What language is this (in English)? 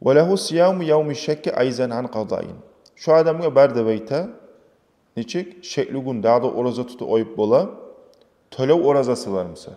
Kumyk